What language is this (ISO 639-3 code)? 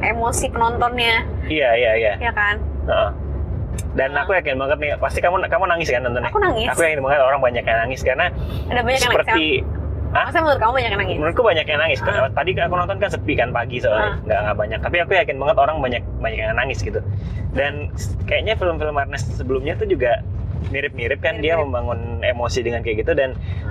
ind